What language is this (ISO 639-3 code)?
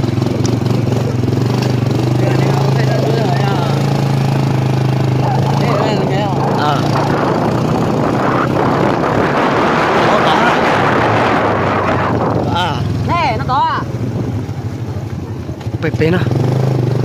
vie